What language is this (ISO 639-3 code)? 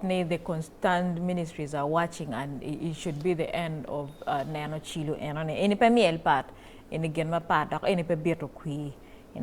ach